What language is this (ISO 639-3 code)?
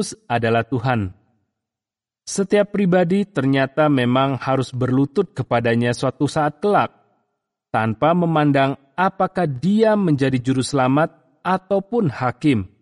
ind